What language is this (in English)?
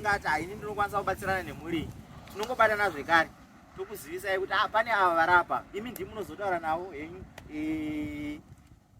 Shona